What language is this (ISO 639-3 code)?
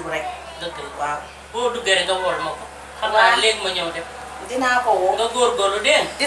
wol